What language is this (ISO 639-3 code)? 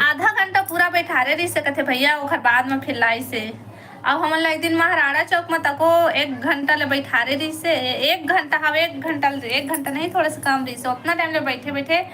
hne